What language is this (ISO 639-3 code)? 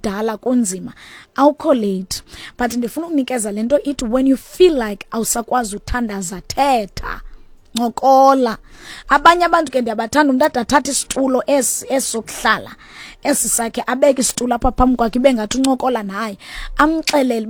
xho